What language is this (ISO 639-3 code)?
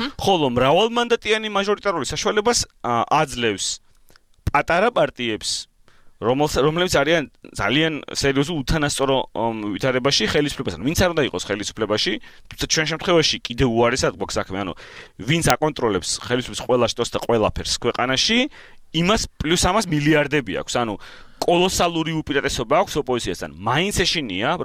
kat